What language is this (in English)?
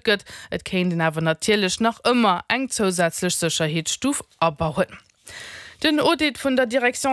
Luxembourgish